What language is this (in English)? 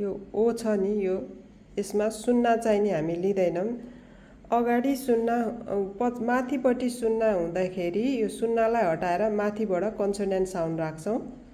Nepali